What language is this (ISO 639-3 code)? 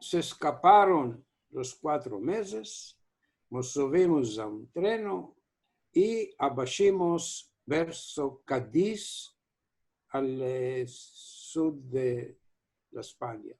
lad